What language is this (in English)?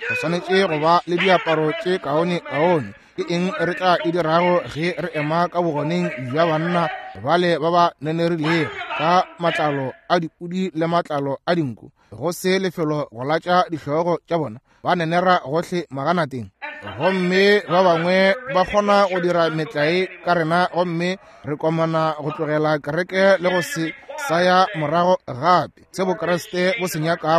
Northern Sotho